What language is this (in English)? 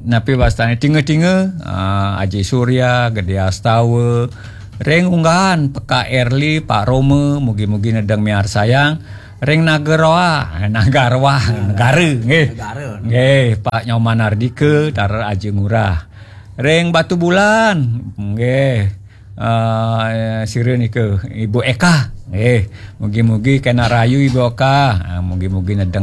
Balinese